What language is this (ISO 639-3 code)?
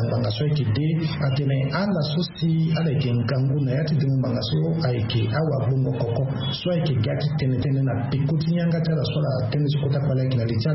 sag